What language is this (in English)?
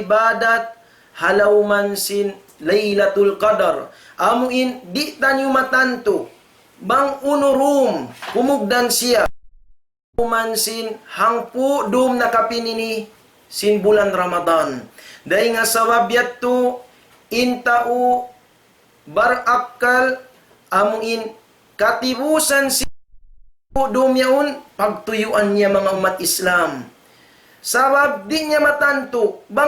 Tausug